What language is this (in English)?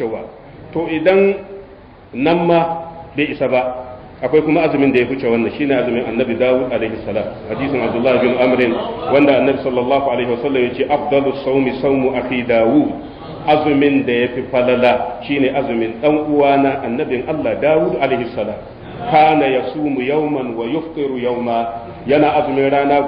Hausa